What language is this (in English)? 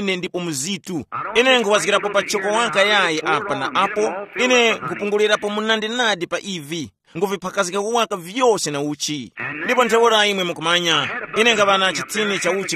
Tumbuka